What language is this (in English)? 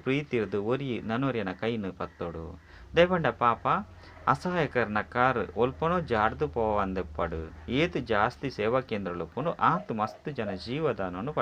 Tulu